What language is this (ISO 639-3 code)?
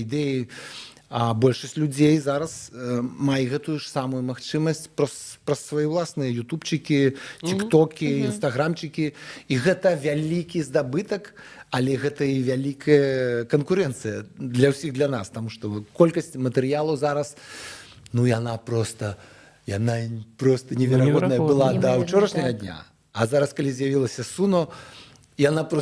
bel